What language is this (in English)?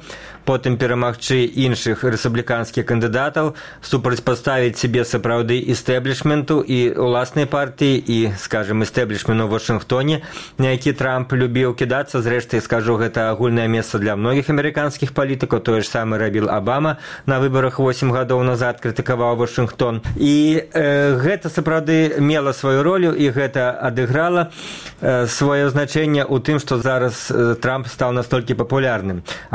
Belarusian